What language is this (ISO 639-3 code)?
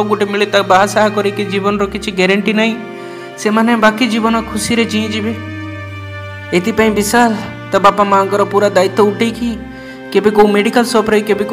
ori